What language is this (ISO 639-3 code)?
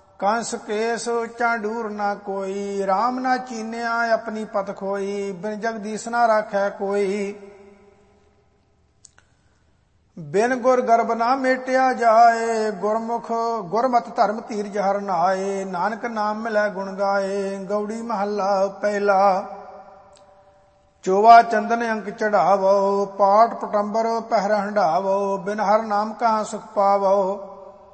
pan